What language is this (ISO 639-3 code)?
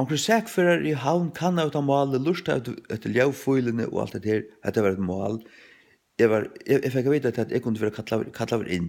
fao